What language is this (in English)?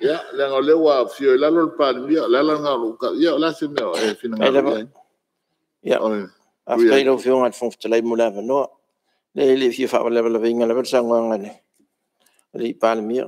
Samoan